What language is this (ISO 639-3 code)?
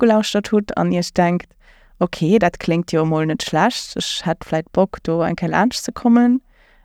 ltz